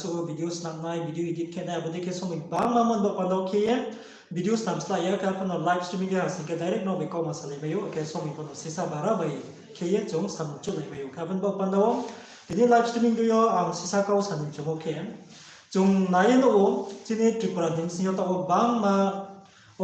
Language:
Riang (India)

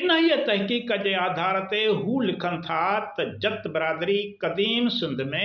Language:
Sindhi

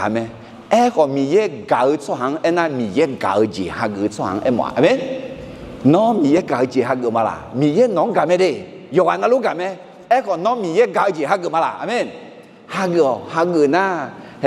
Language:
Akha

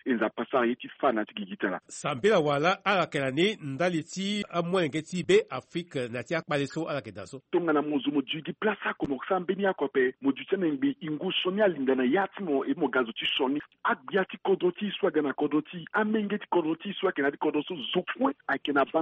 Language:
Sango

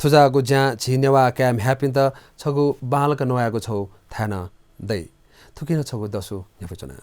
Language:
Newari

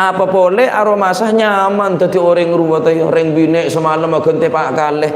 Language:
Madurese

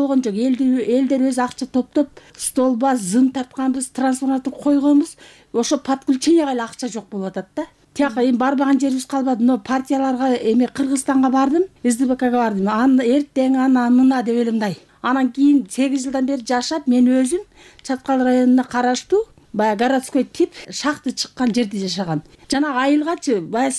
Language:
Kyrgyz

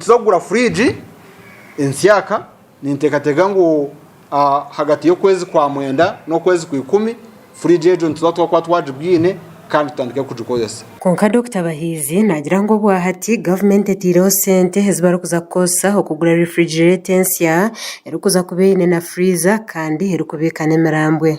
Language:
Nyankole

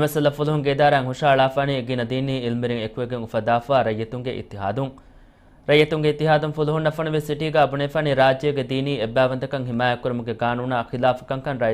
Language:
Divehi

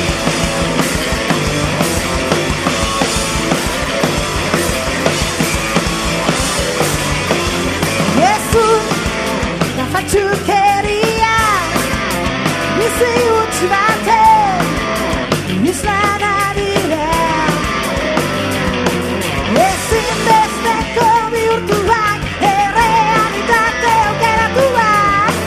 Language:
Basque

